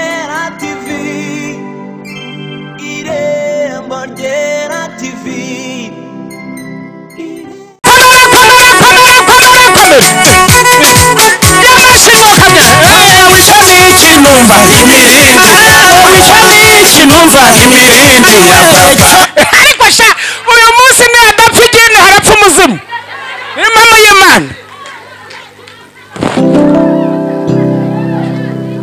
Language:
Kinyarwanda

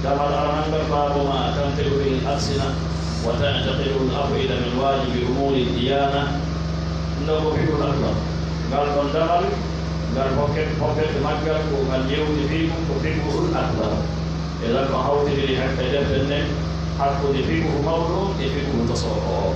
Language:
Pular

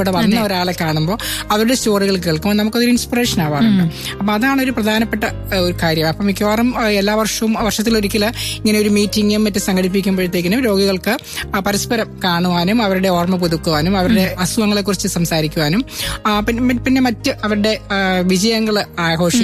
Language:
Malayalam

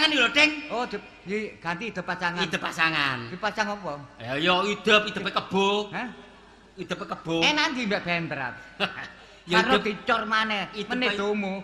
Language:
Javanese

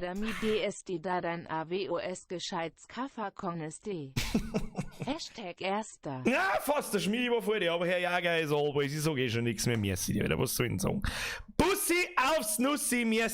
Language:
Bavarian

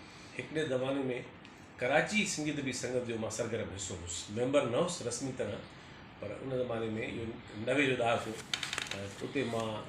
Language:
Sindhi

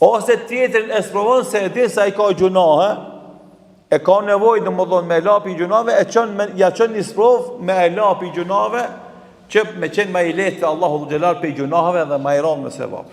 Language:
Albanian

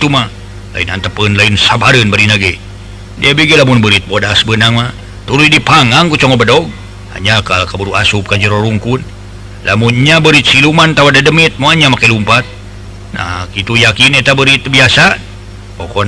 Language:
Sundanese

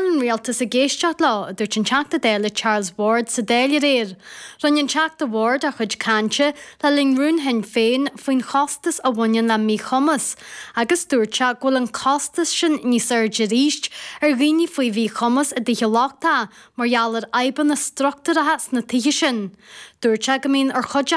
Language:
Irish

